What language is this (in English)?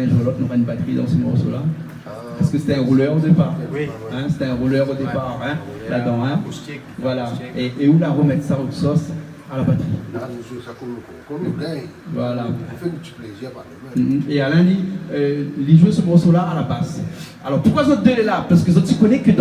Réunion Creole French